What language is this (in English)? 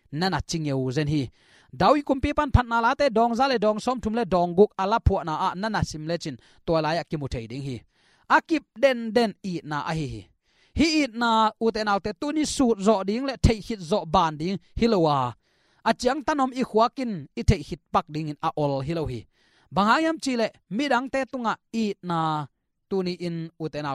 Tedim Chin